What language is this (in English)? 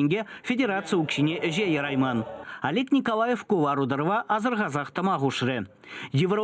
Chuvash